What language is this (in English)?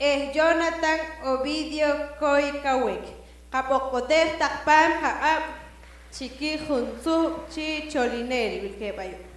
Poqomchi'